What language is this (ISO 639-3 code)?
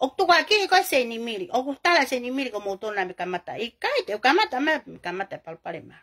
ton